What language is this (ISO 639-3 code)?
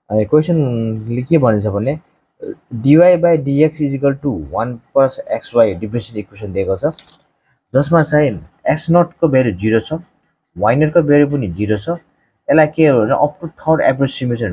nep